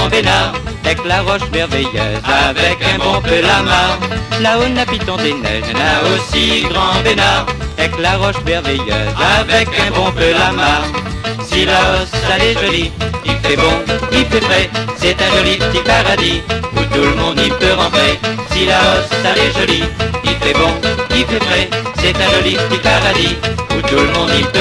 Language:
Réunion Creole French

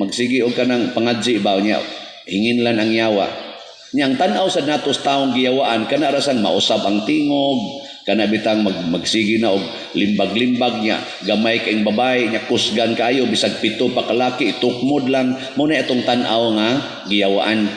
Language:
Cebuano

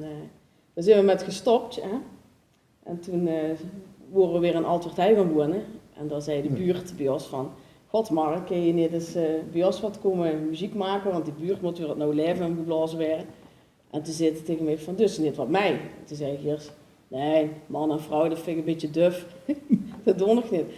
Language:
Limburgish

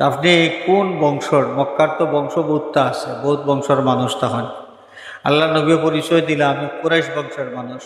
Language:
Sylheti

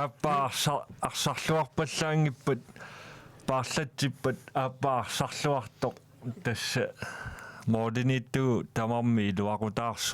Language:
Kalaallisut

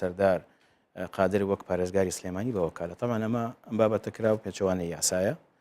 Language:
Central Kurdish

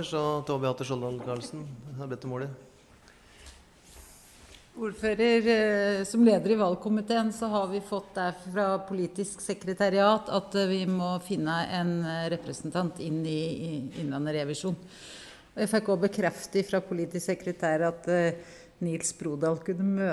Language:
Norwegian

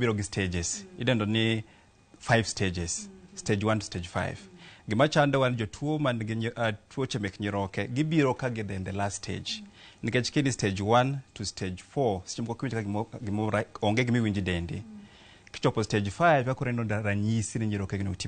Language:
Luo (Kenya and Tanzania)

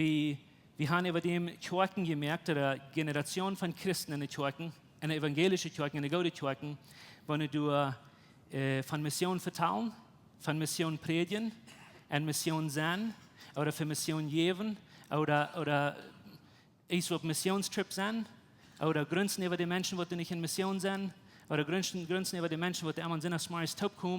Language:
Plautdietsch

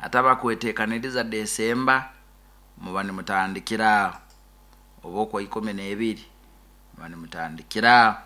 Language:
Nyankole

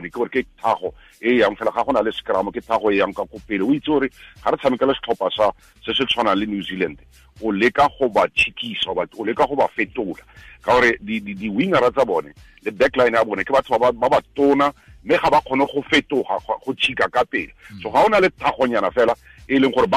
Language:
Tswana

